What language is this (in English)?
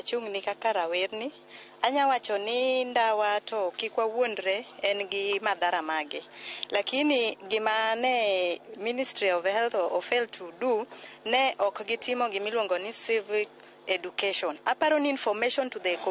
Luo (Kenya and Tanzania)